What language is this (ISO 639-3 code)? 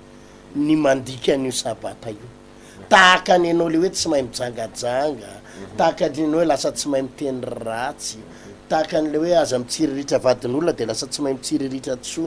mlg